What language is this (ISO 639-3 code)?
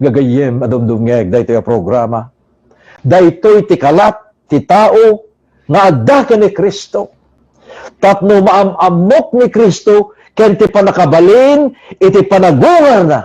ilo